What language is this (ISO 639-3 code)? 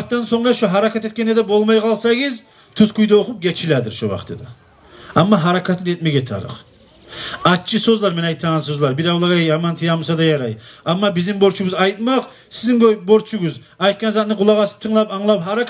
kum